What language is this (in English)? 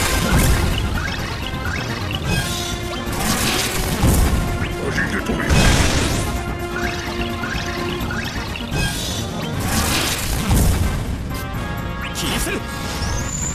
Japanese